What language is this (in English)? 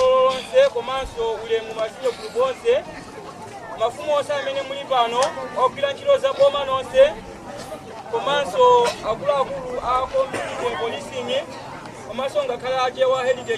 Nyanja